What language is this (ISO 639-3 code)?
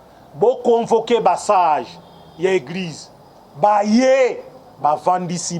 lin